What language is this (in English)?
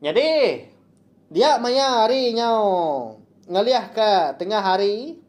Iban